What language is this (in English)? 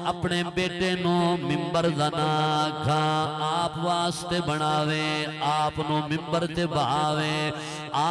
Saraiki